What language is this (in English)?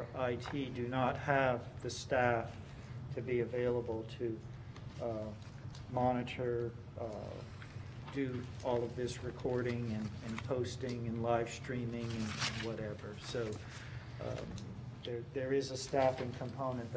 English